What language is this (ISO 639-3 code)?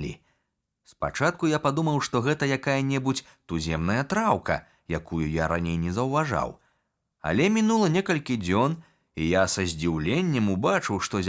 bel